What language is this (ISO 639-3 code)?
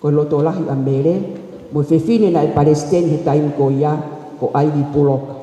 ton